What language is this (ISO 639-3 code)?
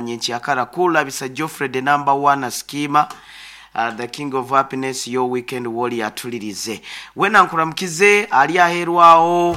nyo